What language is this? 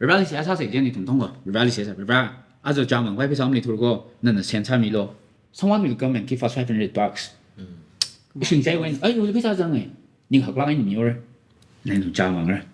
Tangkhul Naga (India)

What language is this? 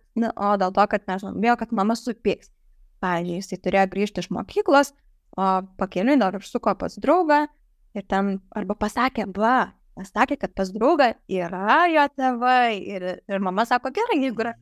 Lithuanian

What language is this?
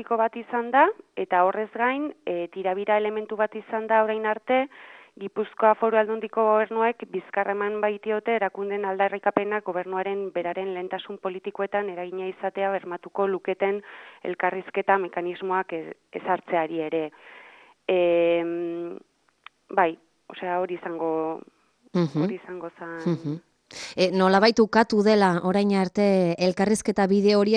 Basque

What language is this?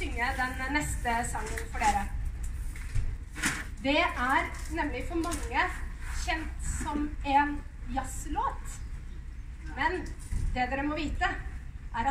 Norwegian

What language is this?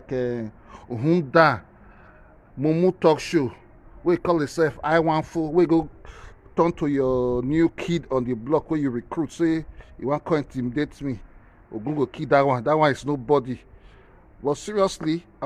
Nigerian Pidgin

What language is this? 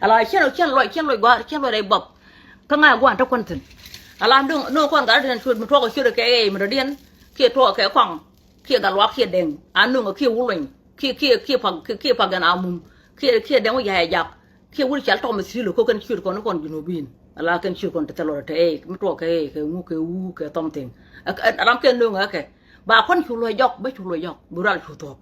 Nuer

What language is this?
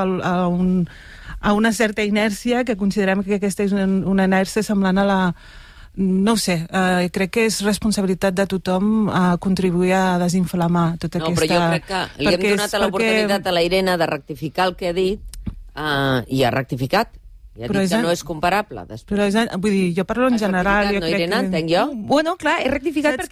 Catalan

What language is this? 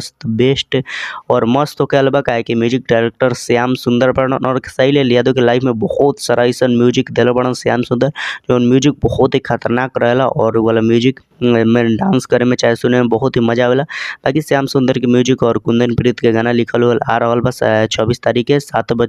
Bhojpuri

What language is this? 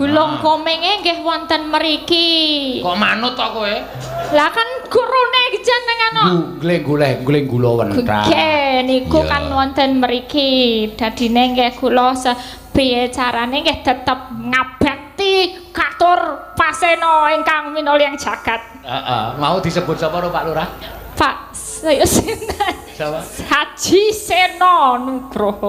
Javanese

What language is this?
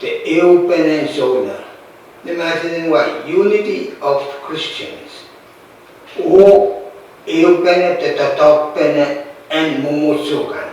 Pohnpeian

